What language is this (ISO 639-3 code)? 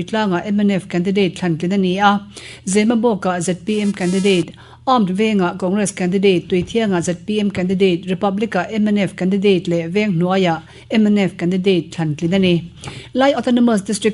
lus